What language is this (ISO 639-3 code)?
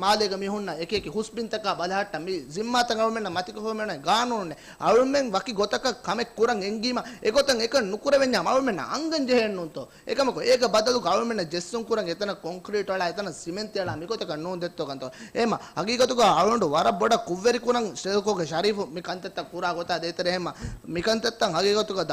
div